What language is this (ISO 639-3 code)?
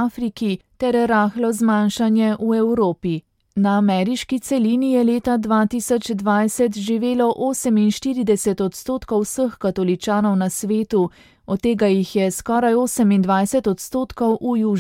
slv